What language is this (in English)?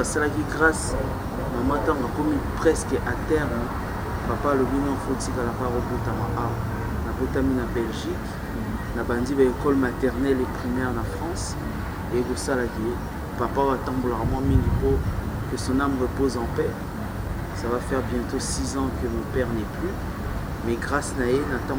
Lingala